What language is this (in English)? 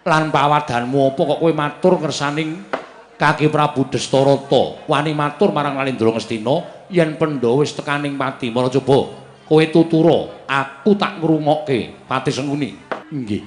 Javanese